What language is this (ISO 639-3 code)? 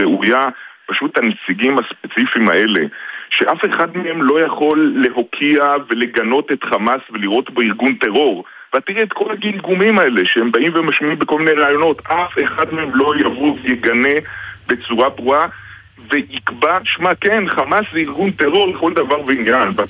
heb